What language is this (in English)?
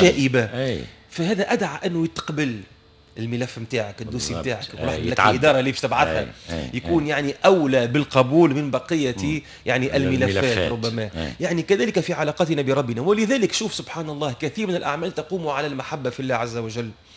Tunisian Arabic